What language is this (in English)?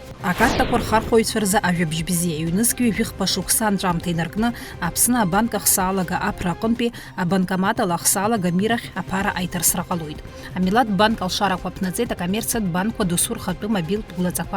Abkhazian